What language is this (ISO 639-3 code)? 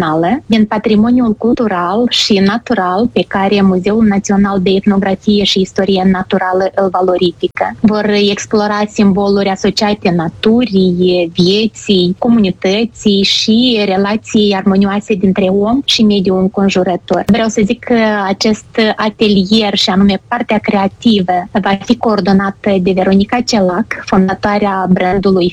ron